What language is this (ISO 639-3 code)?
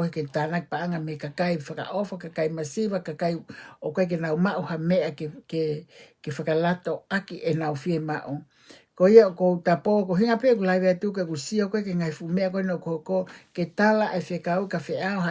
ton